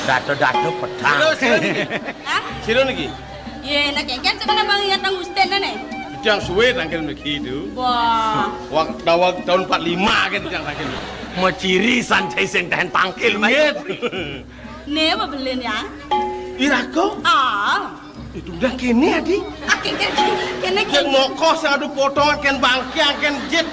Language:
Balinese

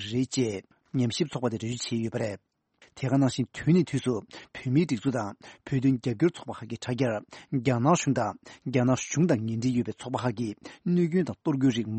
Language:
Tibetan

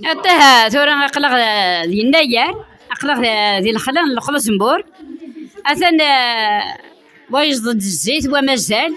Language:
Kabyle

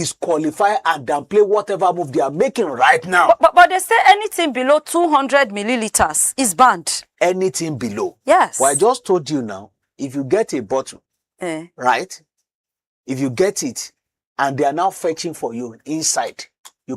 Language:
Nigerian Pidgin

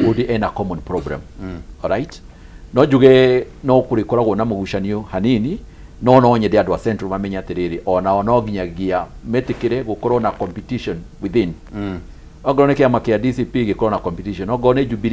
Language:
Kikuyu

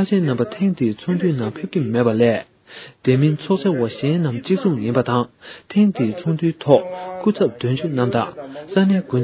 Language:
Tibetan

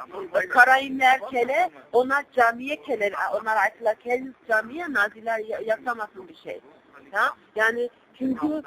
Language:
Crimean Tatar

